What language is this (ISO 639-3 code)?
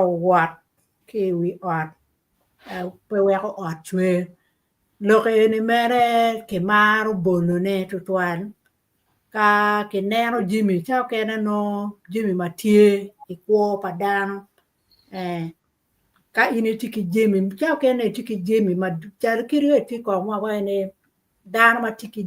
ach